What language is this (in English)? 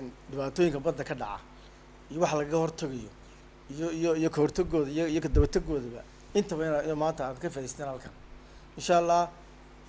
Somali